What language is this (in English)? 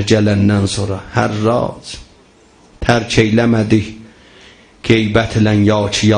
South Azerbaijani